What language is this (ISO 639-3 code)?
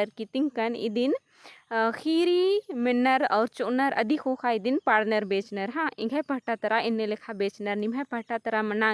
kru